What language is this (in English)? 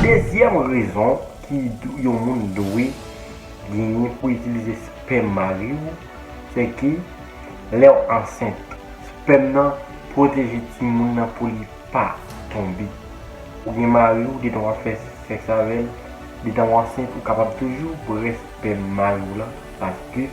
Haitian Creole